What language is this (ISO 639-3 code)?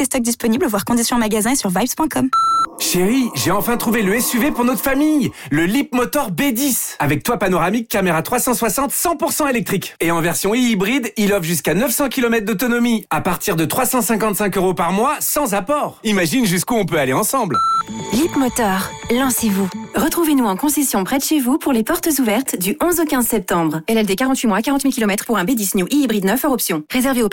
fra